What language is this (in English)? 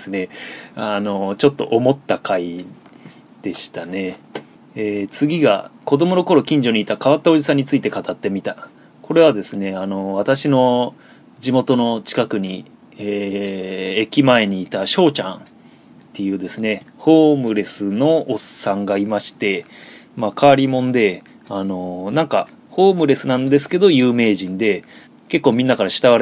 Japanese